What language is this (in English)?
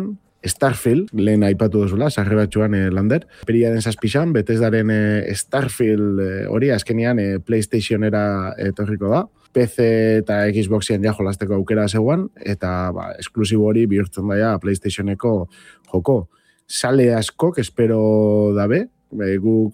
Basque